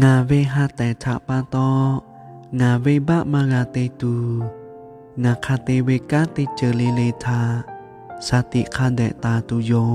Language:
Lahu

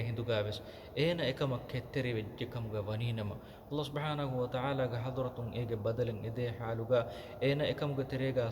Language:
Divehi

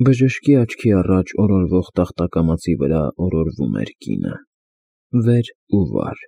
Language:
Armenian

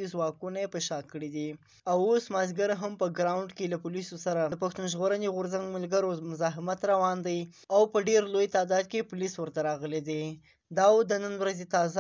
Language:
Pashto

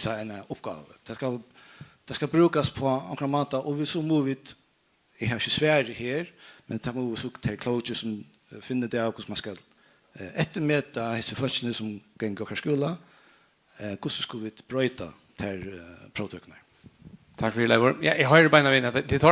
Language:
Faroese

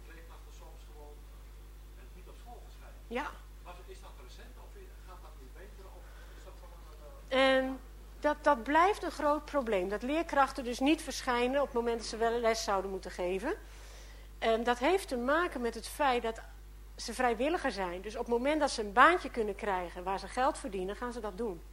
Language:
Dutch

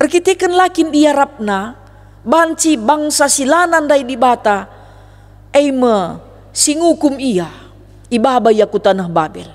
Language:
Batak Karo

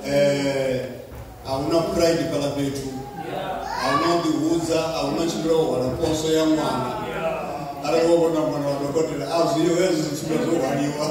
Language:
Venda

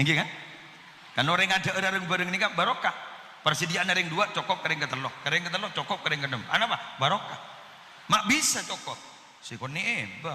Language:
Madurese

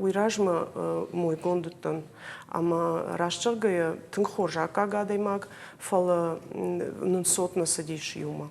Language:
Ossetic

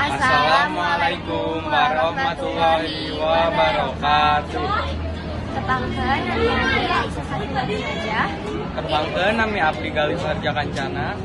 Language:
Sundanese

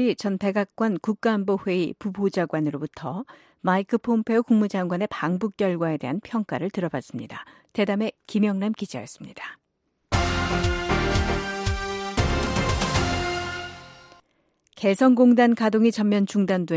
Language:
Korean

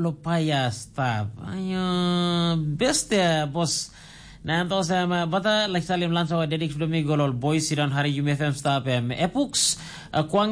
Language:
Tok Pisin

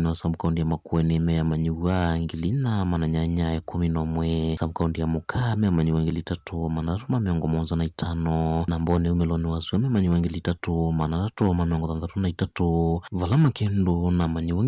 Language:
Kamba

